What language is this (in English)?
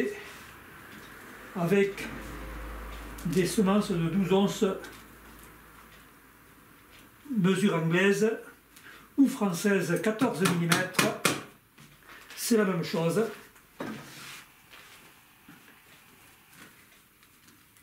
French